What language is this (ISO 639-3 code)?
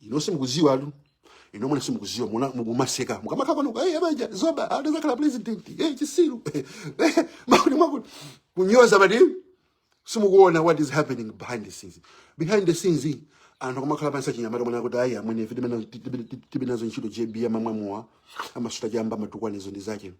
nya